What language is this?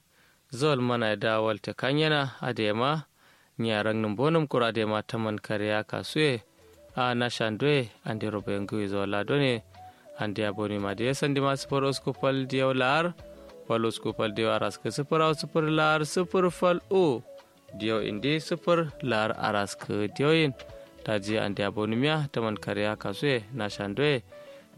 Kanuri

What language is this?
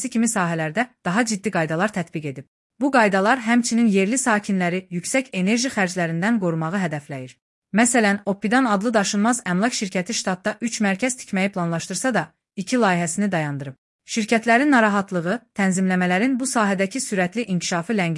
Azerbaijani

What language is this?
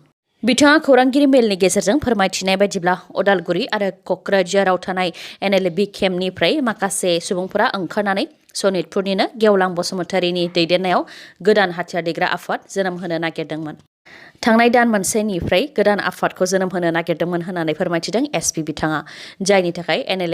Bodo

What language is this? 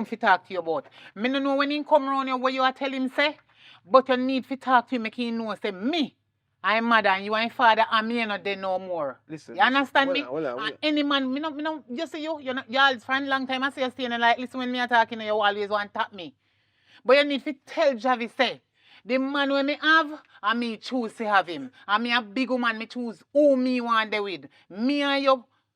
Jamaican Creole English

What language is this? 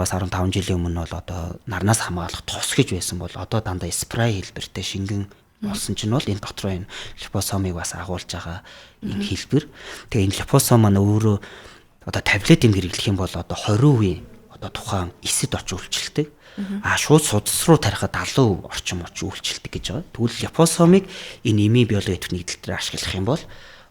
Mongolian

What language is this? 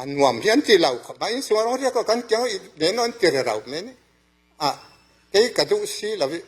Falam Chin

